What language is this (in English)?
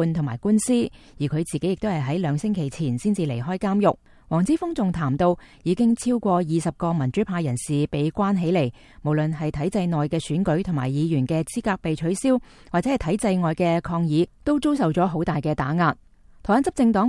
Cantonese